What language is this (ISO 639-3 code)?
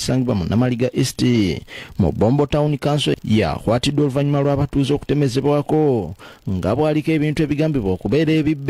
lug